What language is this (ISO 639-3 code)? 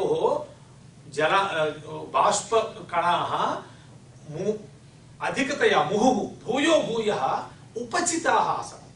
san